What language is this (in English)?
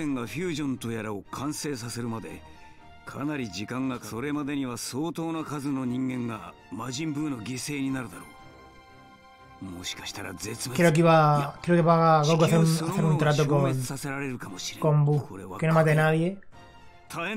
Japanese